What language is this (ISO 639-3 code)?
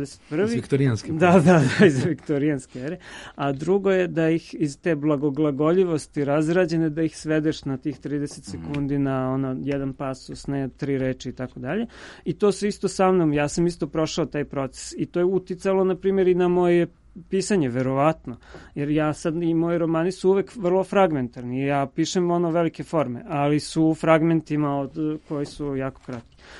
srp